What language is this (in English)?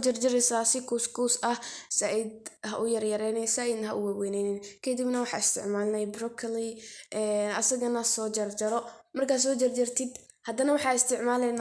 Somali